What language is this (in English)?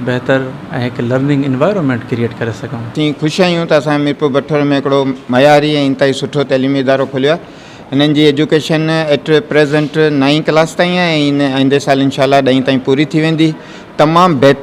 Sindhi